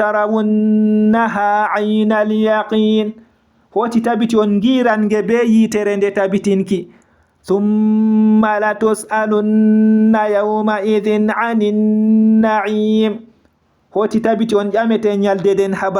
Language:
Fula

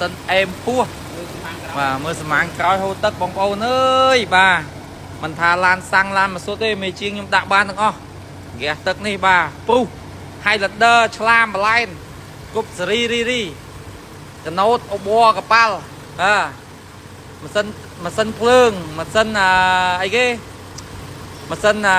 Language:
Khmer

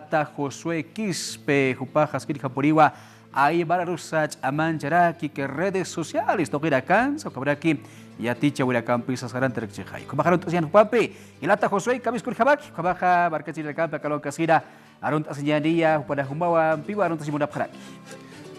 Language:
Aymara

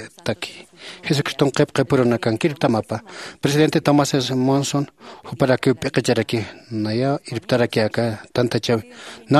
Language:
Aymara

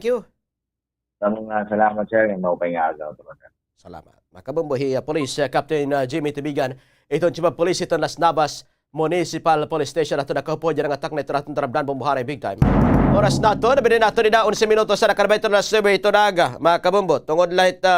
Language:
Waray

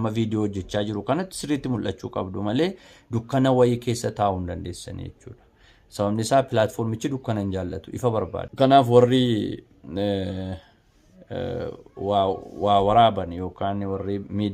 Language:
Oromo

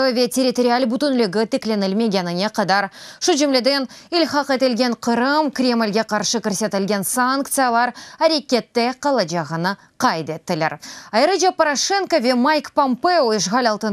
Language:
Crimean Tatar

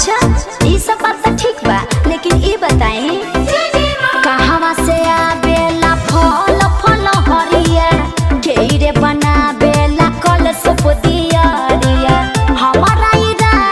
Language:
Bhojpuri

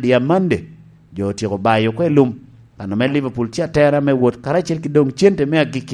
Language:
Lango (Uganda)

